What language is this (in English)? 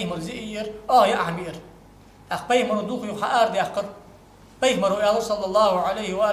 Ingush